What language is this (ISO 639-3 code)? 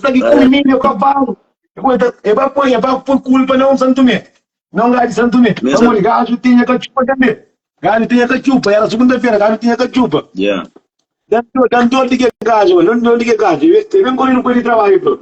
kea